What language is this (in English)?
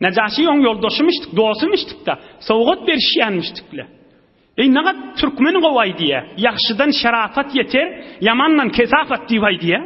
Turkmen